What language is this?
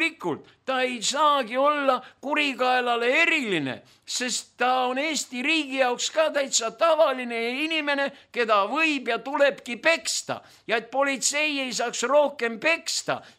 Estonian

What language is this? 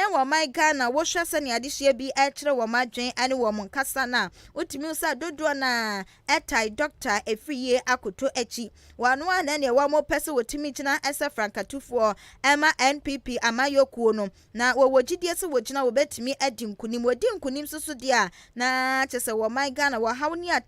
Akan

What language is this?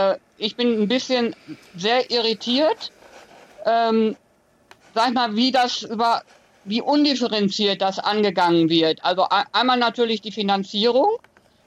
German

